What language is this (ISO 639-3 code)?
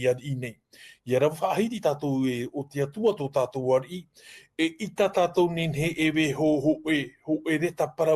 tah